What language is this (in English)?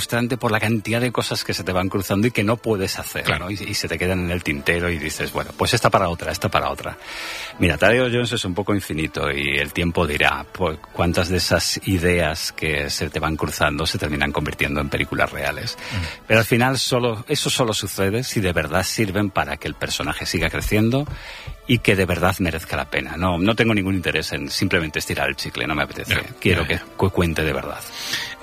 Spanish